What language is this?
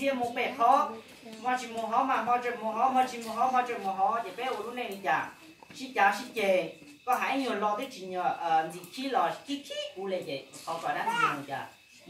Hmong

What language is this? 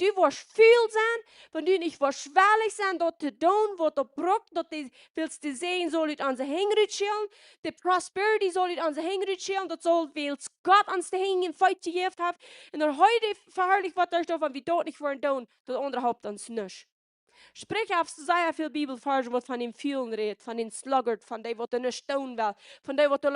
Plautdietsch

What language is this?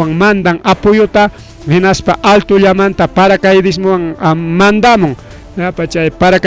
Ayacucho Quechua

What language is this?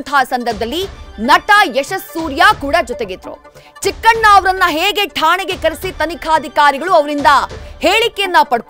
Kannada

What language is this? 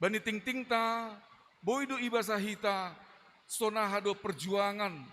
Batak Simalungun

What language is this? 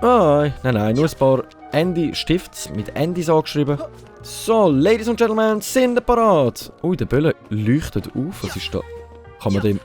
Swiss German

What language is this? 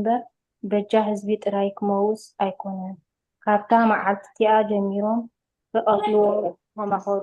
Tigrinya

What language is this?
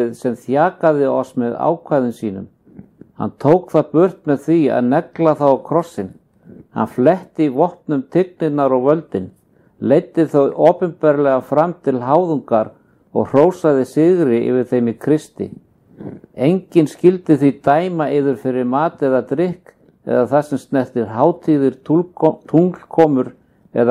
Icelandic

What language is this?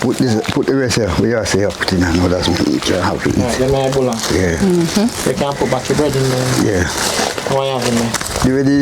Jamaican Creole English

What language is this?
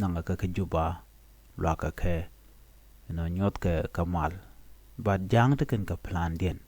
Nuer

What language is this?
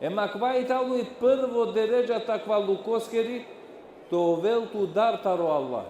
Balkan Romani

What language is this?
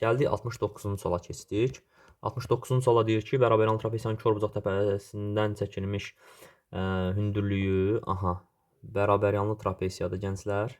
Azerbaijani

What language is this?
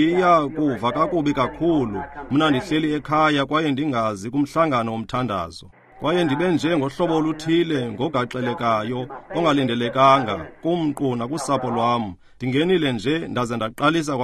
Xhosa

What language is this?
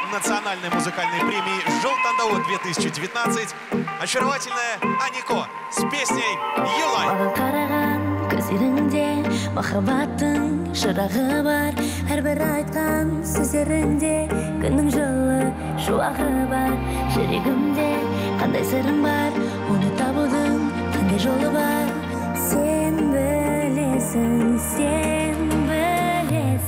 Kazakh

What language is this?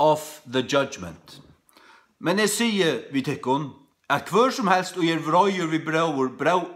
Faroese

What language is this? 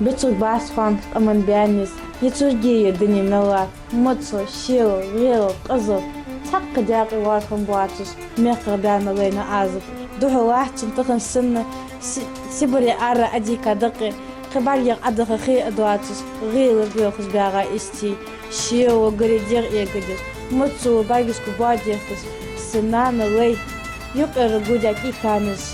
Ingush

